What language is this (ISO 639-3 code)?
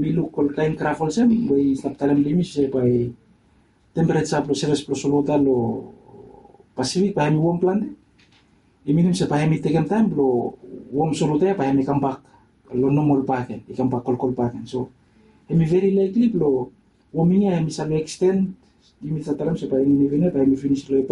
bis